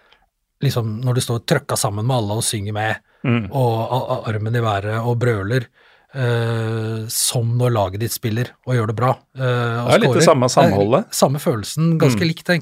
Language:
Norwegian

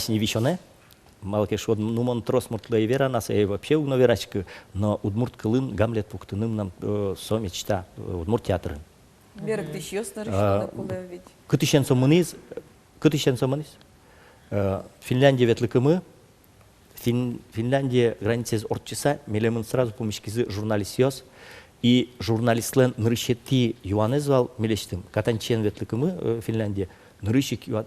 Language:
Udmurt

